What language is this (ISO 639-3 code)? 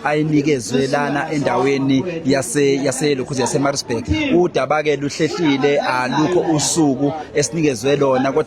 zul